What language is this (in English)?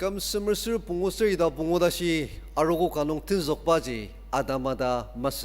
Ao Naga